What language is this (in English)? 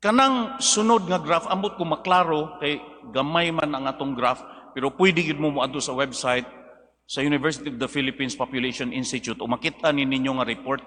Cebuano